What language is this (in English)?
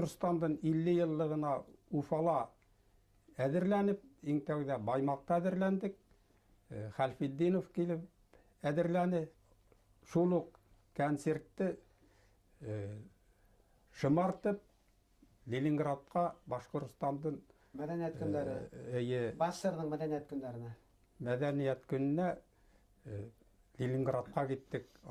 Bashkir